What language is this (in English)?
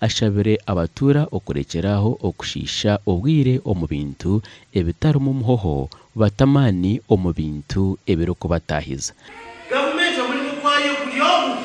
Nyankole